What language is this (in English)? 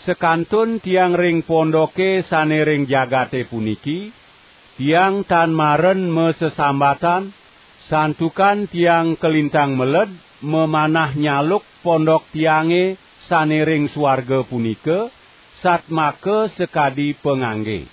Balinese